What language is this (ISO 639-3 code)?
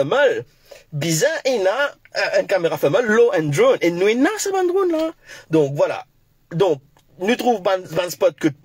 mfe